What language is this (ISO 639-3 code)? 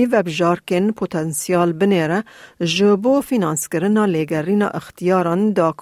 kur